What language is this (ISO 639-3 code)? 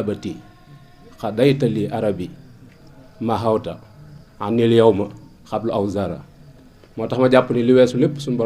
wol